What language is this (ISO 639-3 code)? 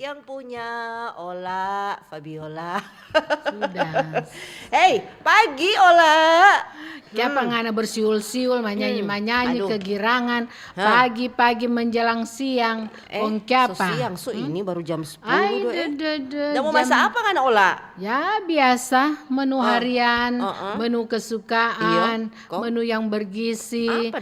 xmm